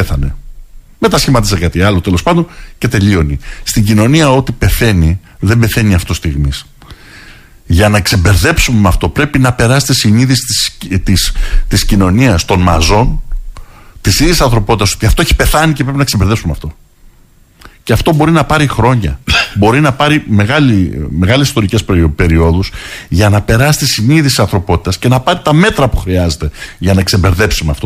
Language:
Greek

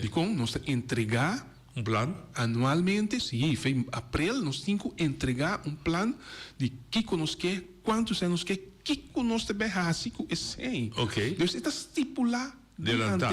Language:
Papiamento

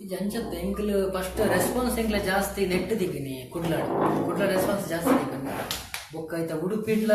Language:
Tulu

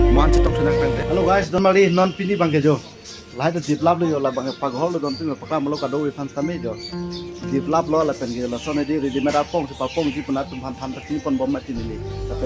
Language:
Karbi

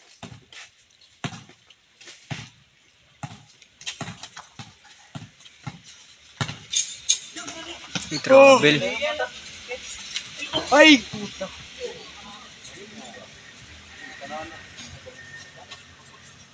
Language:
Filipino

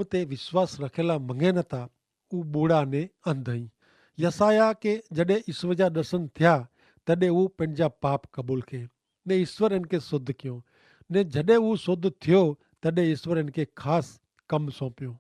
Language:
Kachhi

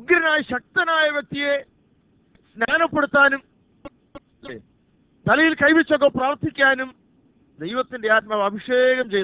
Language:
Malayalam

